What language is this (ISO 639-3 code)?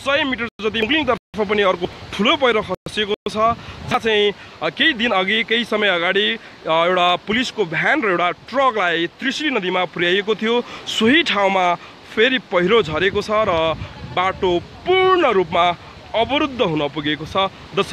nep